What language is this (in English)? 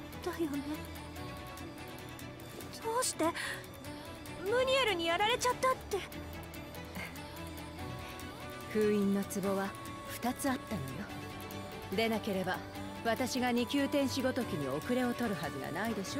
Japanese